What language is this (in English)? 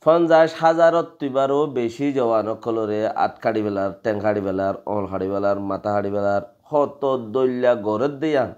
Rohingya